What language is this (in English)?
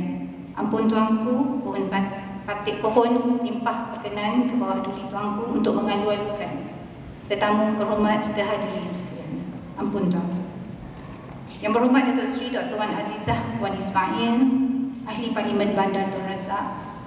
Malay